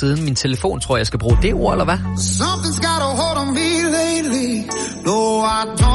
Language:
Danish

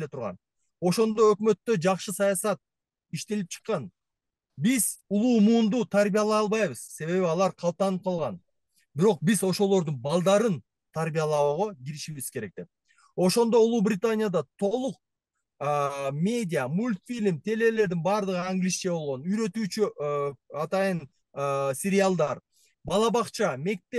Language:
Kyrgyz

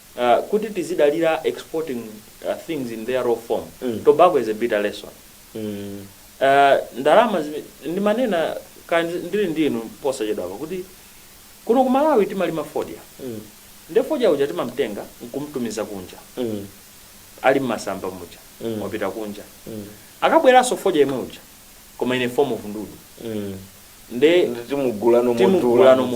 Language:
Nyanja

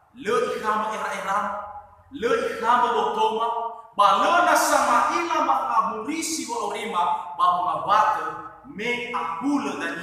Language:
Nias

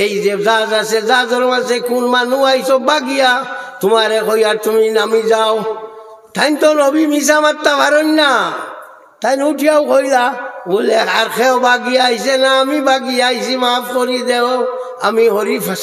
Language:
Sylheti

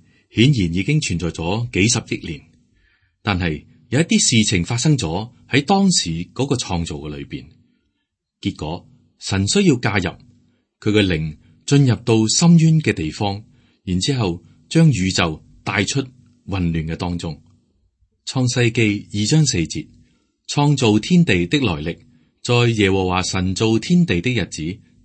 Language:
Cantonese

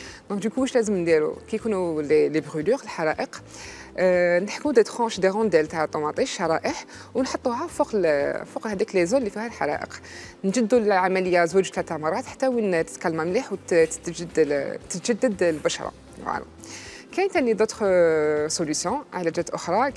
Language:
Algerian Arabic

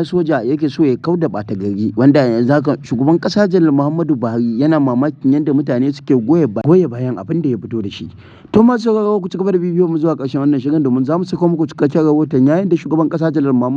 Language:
Hausa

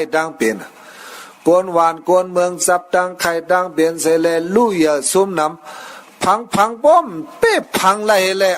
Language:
Shan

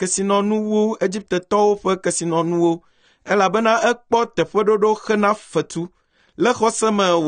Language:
Ewe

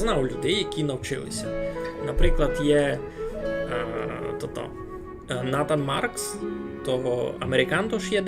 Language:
Rusyn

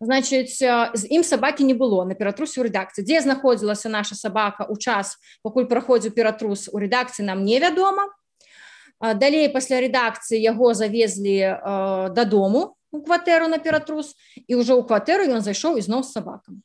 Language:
Belarusian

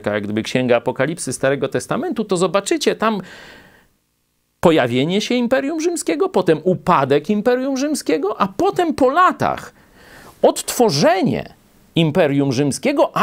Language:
Polish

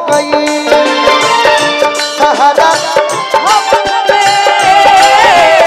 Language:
Bhojpuri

